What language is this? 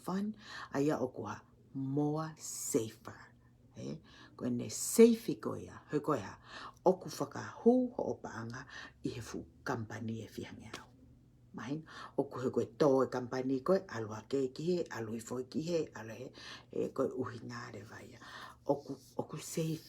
Tongan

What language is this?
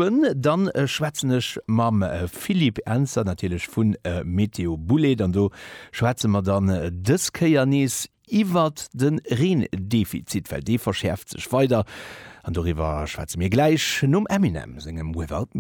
Luxembourgish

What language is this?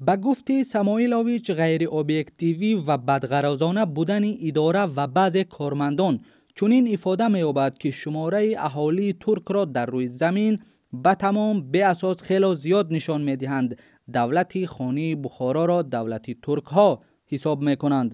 Tajik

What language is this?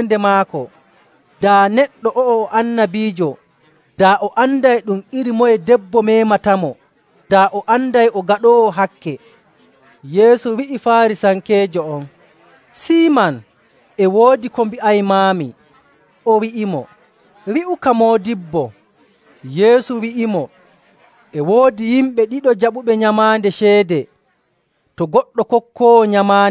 Nigerian Fulfulde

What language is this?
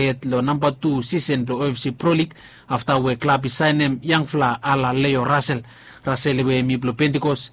Bislama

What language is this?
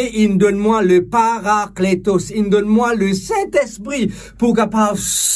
Morisyen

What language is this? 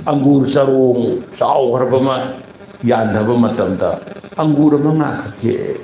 Manipuri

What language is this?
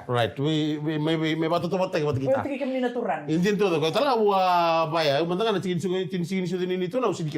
Fijian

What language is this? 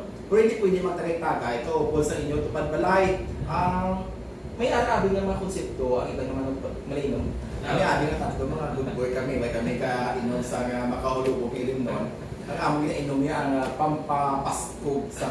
Hiligaynon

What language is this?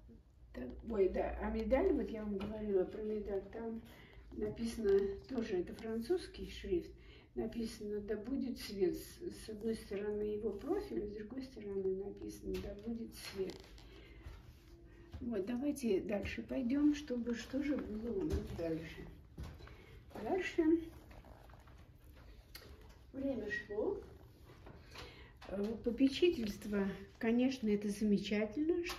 Russian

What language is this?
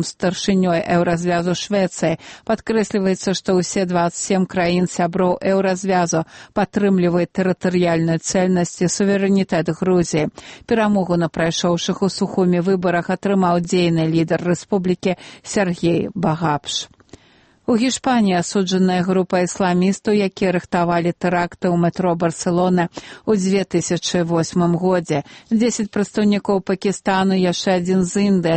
Belarusian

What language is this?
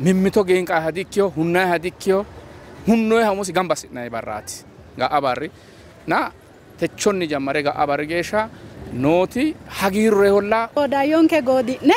Sidamo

